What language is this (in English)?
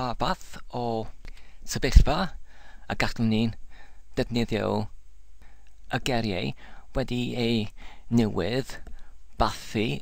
Welsh